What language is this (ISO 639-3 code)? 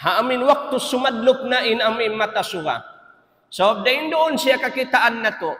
tsg